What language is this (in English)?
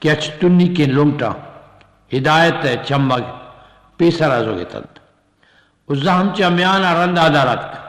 Eastern Balochi